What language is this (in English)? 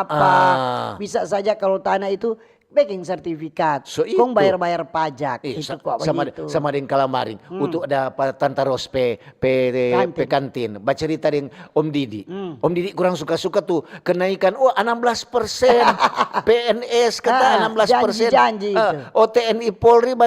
Manado Malay